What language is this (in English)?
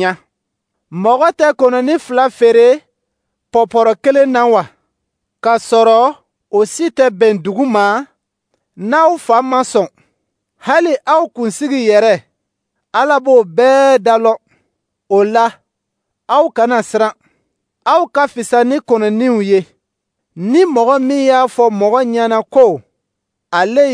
Dyula